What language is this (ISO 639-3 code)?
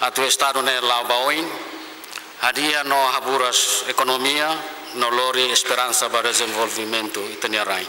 tet